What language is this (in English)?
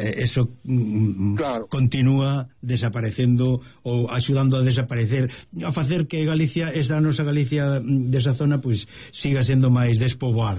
Galician